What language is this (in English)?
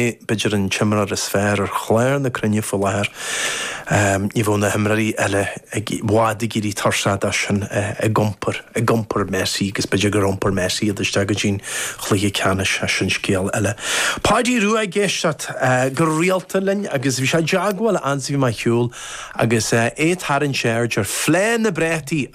Irish